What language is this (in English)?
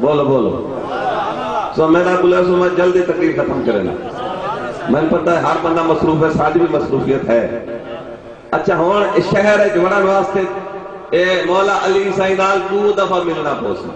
Saraiki